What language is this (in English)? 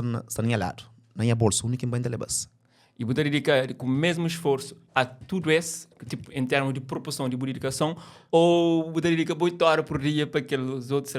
Kabuverdianu